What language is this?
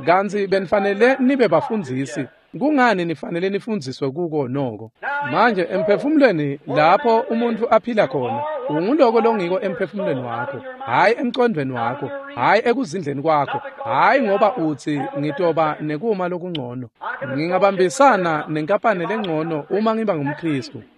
Swati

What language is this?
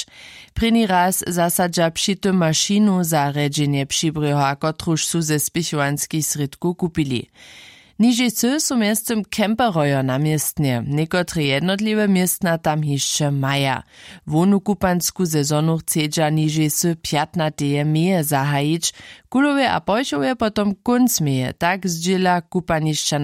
Upper Sorbian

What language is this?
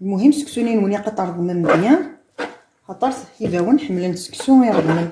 Kabyle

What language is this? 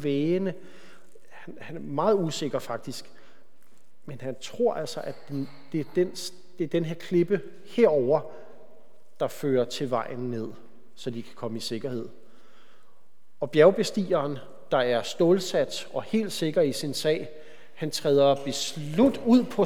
Danish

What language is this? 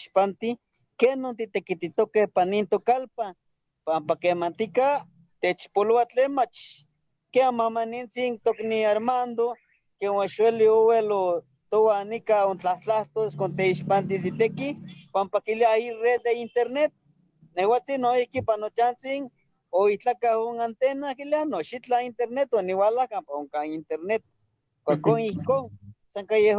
Eastern Huasteca Nahuatl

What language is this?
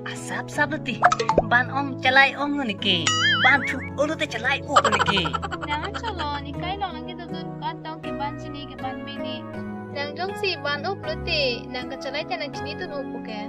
Karbi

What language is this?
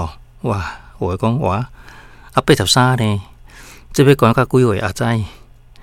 Min Nan Chinese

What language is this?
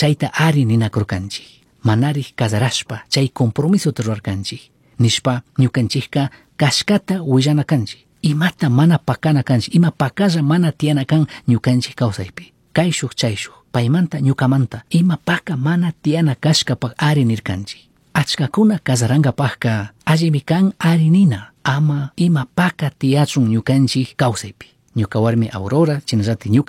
Chimborazo Highland Quichua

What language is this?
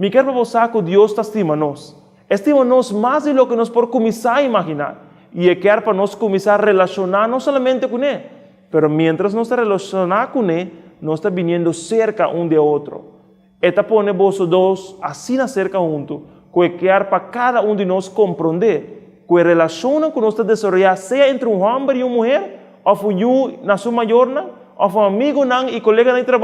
Papiamento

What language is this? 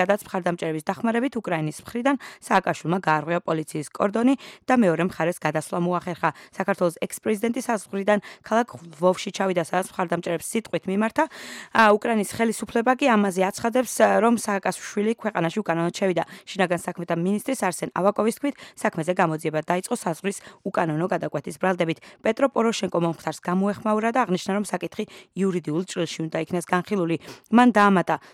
Georgian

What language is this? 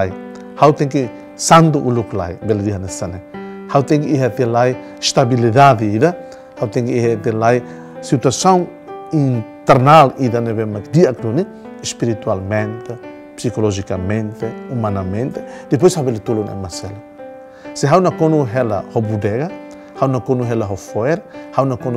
Tetum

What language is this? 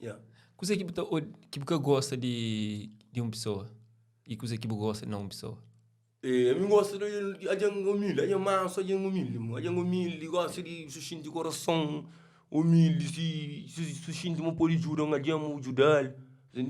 Kabuverdianu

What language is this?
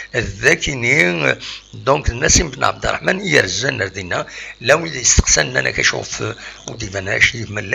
Kabyle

